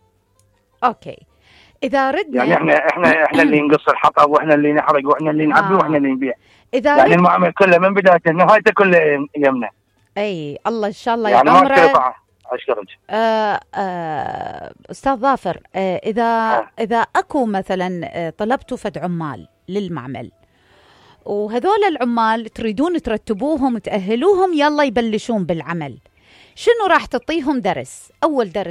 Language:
Mesopotamian Arabic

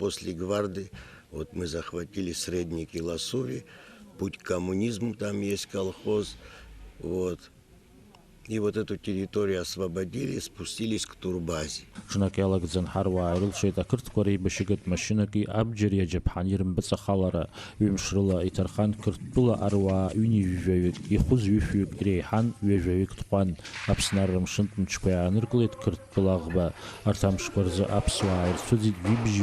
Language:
Abkhazian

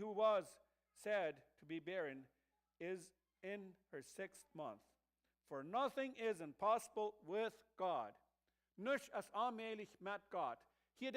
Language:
Plautdietsch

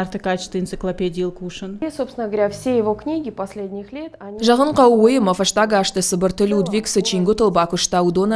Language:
Ossetic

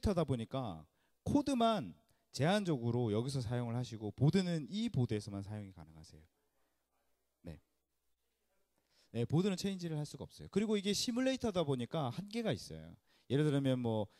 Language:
Korean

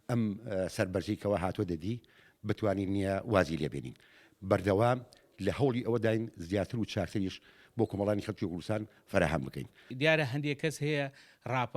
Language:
Central Kurdish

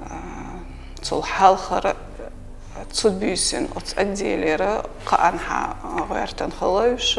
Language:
Chechen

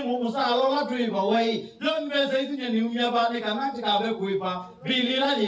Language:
Kamba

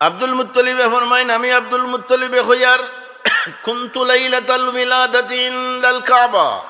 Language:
Sylheti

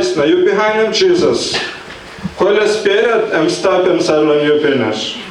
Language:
Tok Pisin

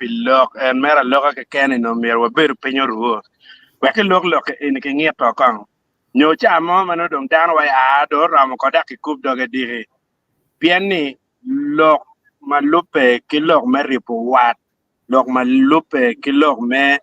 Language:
Acoli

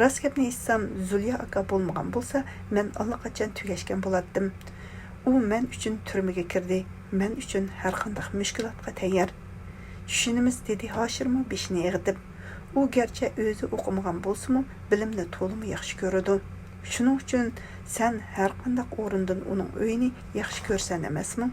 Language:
Uyghur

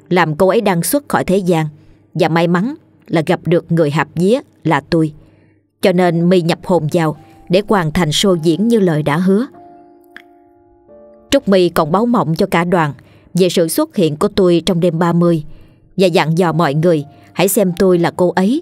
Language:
Vietnamese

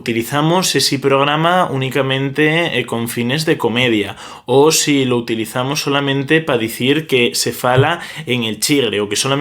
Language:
Asturian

